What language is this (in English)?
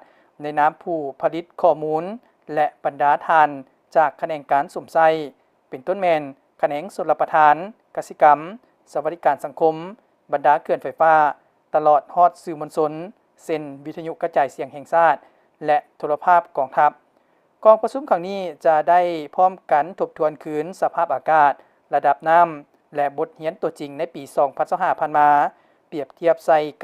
Lao